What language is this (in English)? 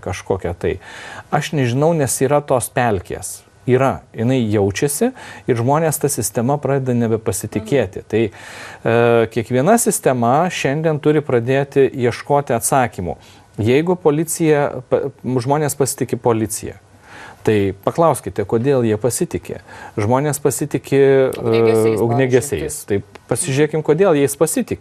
Lithuanian